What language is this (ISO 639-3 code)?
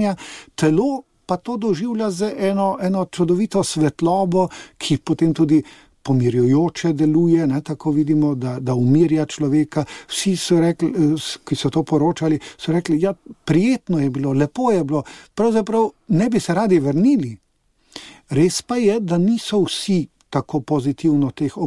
slv